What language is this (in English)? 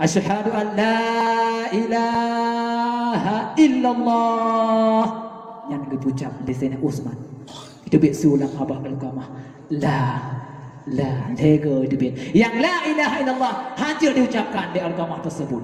Achinese